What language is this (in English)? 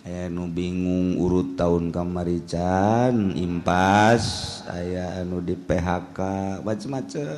Sundanese